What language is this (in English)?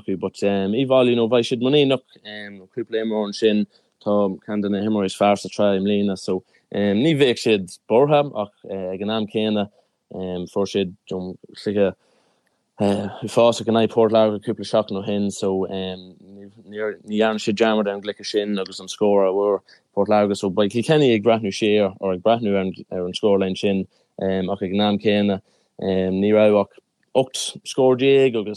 Irish